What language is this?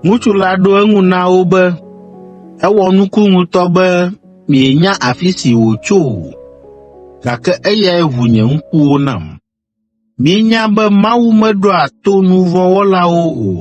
Ewe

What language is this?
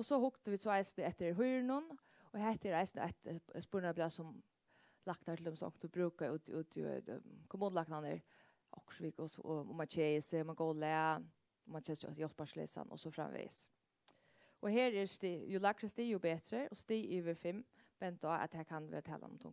Faroese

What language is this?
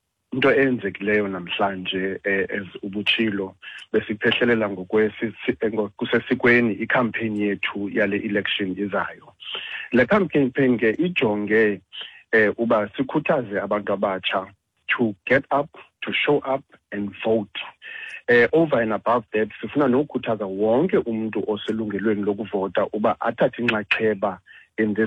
Xhosa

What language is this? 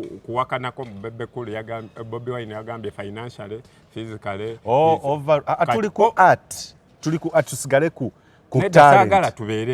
Ganda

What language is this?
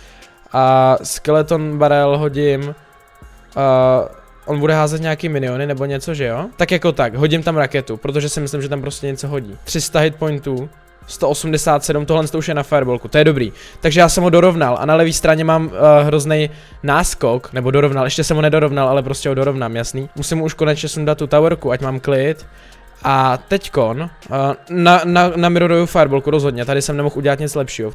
Czech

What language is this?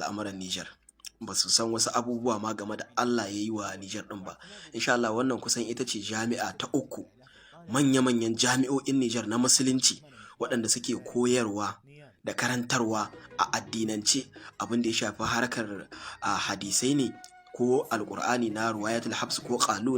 Hausa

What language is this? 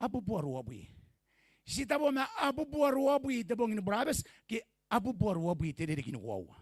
Gilbertese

